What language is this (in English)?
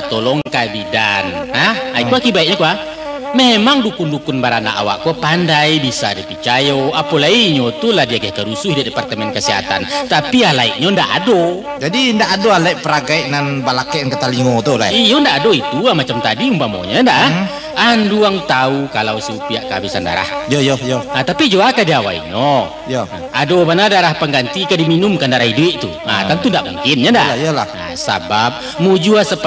Minangkabau